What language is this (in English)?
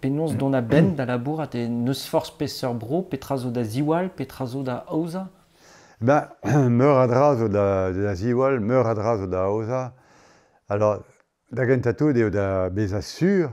Breton